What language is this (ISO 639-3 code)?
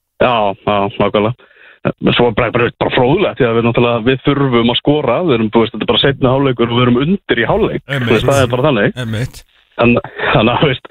isl